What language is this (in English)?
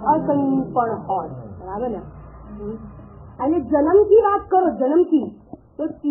Gujarati